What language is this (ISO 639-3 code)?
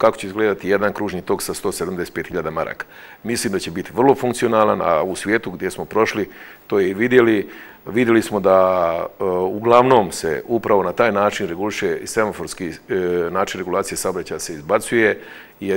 bos